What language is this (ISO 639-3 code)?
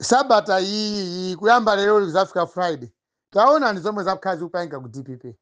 nya